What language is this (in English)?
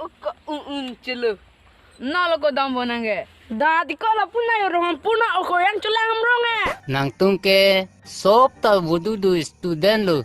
Karbi